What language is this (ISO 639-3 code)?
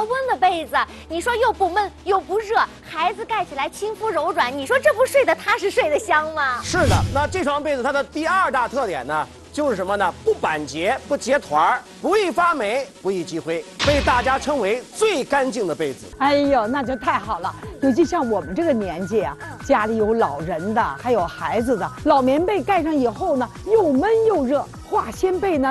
zho